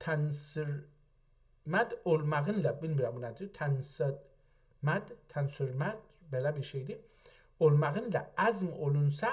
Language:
South Azerbaijani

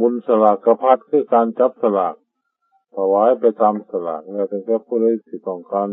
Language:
Northeastern Thai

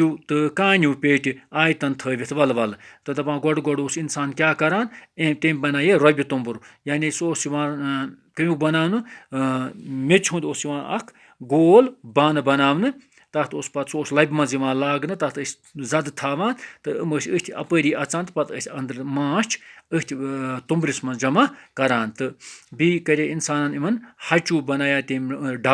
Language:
Kashmiri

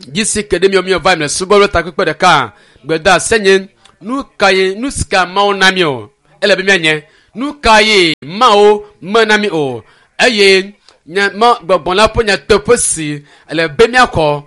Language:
Ewe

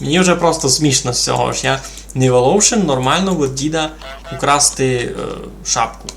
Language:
Rusyn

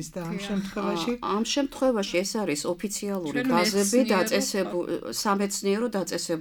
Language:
Georgian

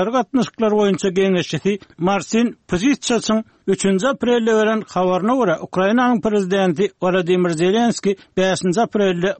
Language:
Turkmen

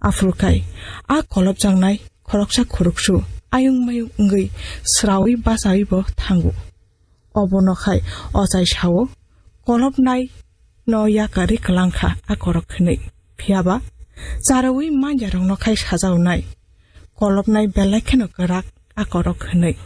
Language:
Kok Borok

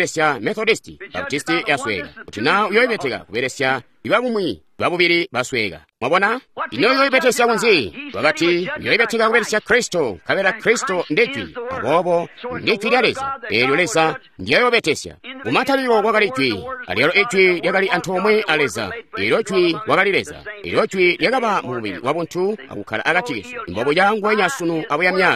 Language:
Tonga (Zambia)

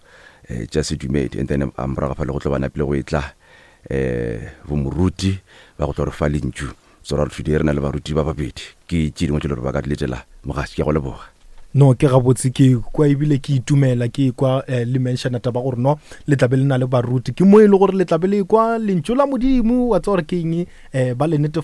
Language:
Northern Sotho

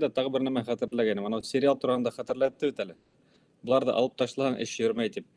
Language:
Bashkir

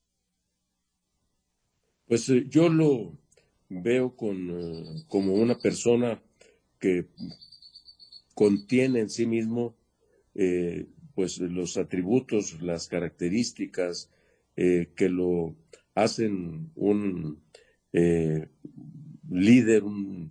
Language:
Spanish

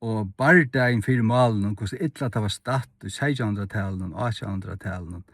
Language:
Faroese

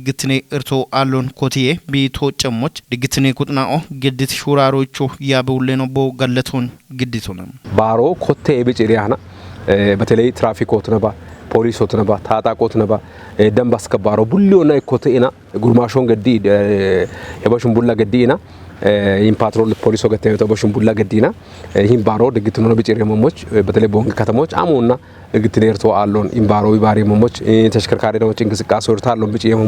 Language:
Kafa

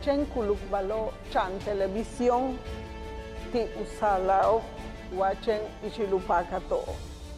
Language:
Yucateco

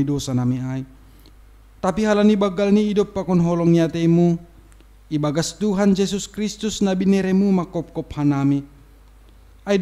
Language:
Batak Simalungun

